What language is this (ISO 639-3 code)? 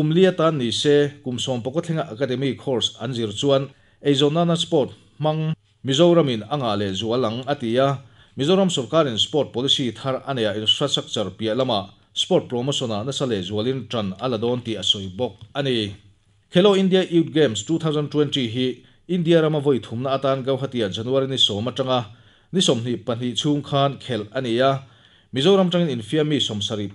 lus